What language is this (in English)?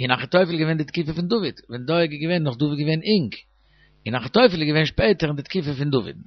Yiddish